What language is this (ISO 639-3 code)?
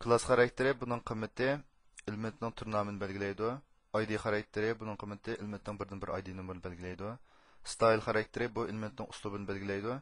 uig